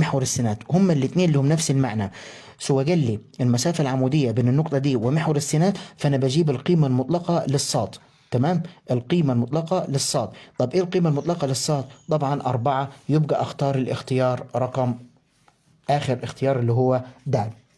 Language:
Egyptian Arabic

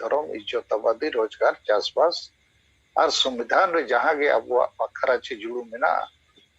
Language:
Santali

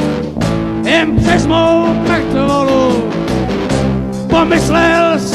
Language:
Czech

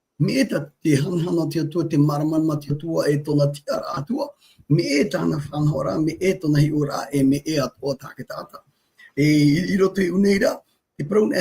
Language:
Tahitian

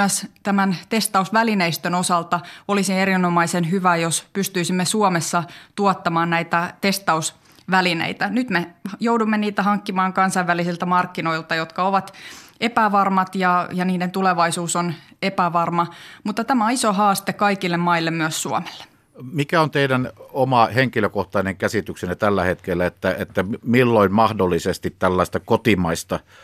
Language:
Finnish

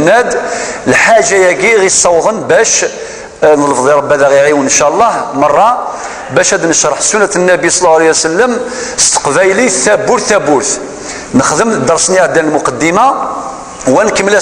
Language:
Kabyle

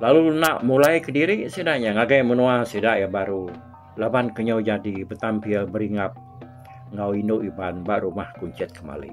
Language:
Iban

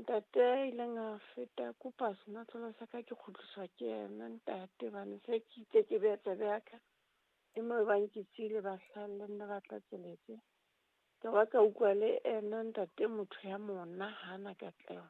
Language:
Southern Sotho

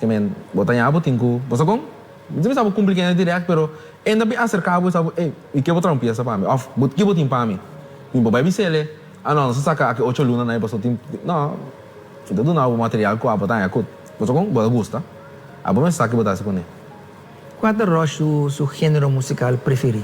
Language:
Papiamento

